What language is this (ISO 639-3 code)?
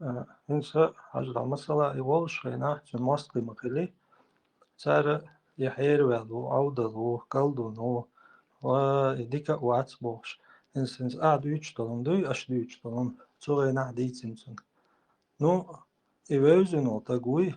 che